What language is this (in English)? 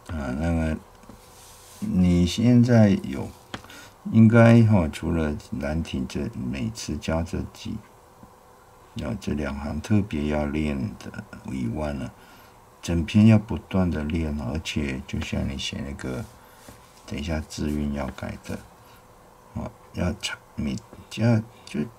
Chinese